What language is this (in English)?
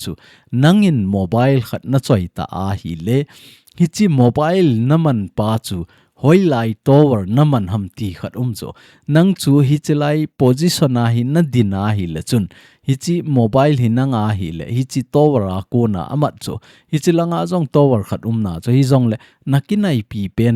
Thado Chin